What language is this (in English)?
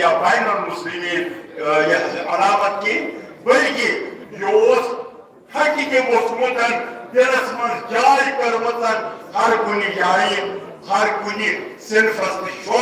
Kashmiri